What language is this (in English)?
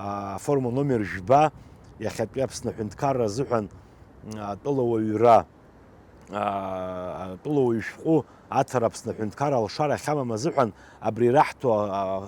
Abkhazian